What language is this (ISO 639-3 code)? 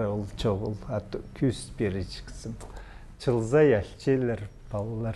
kjh